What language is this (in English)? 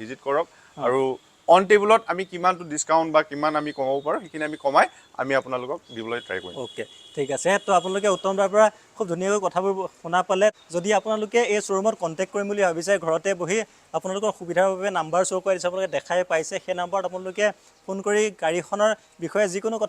Assamese